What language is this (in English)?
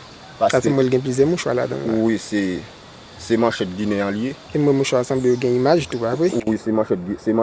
Haitian Creole